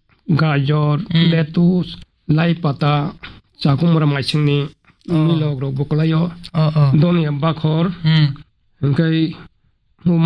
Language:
Kok Borok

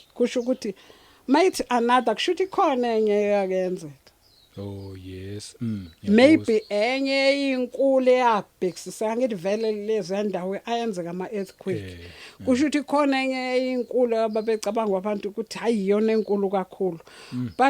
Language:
Zulu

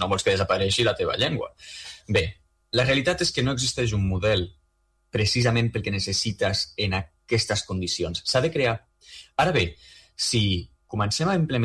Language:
Catalan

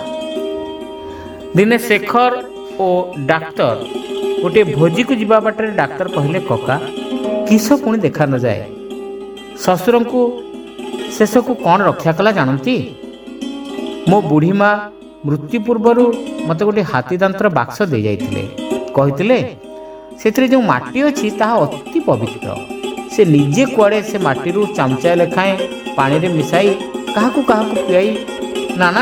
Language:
Odia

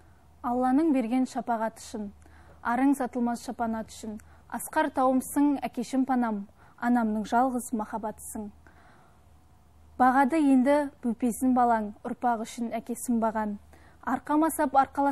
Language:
Kazakh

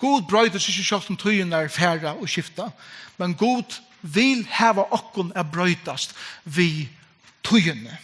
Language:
Faroese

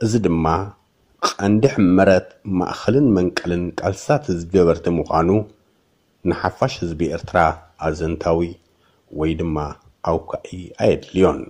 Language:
Tigrinya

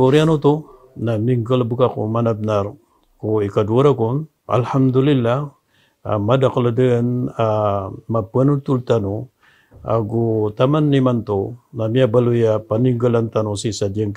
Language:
Maranao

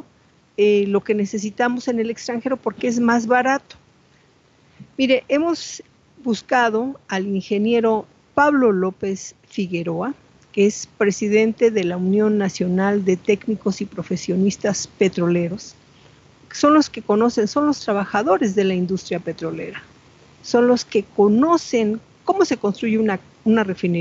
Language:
Spanish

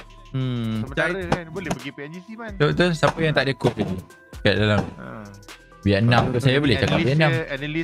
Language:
Malay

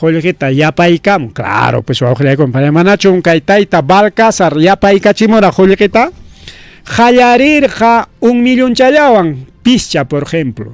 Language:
Ayacucho Quechua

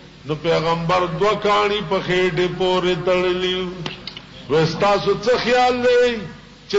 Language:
Pashto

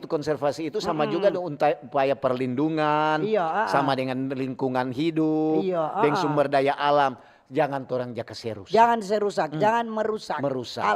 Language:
Manado Malay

